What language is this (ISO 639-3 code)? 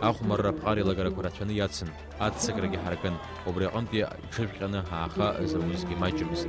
abk